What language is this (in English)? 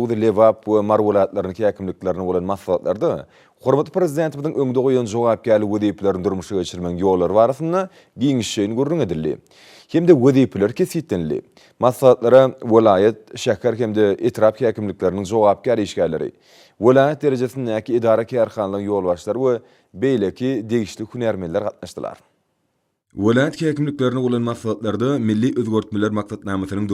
Turkmen